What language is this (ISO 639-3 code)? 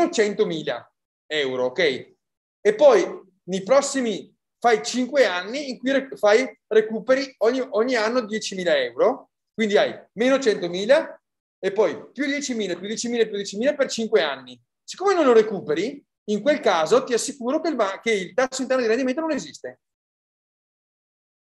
ita